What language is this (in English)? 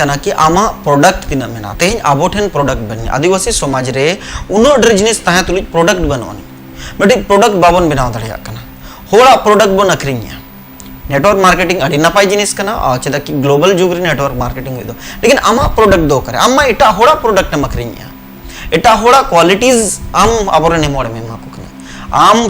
Santali